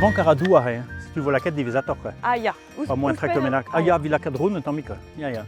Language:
Breton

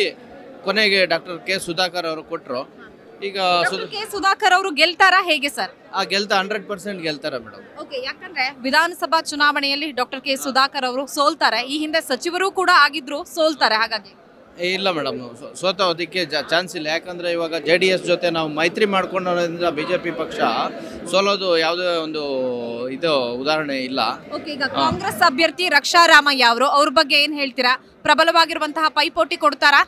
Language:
Kannada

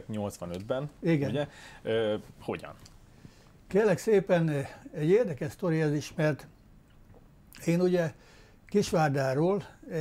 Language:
Hungarian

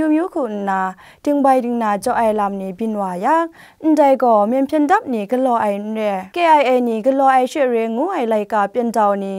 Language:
Kachin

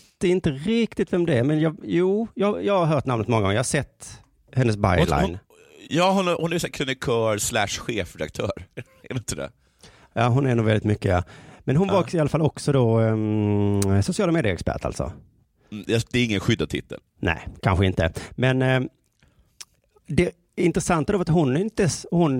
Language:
Swedish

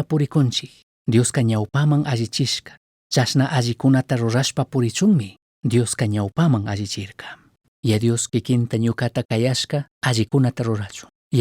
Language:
Chimborazo Highland Quichua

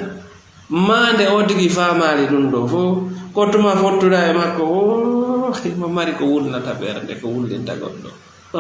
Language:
Fula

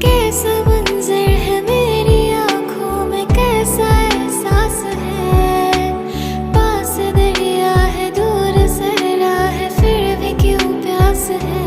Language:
Khasi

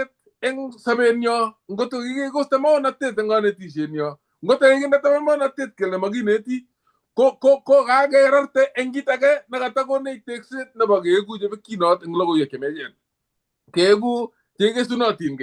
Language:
Kalenjin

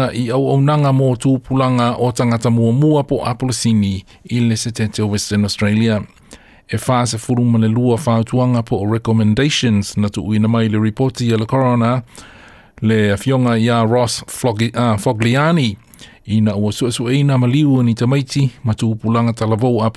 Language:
Samoan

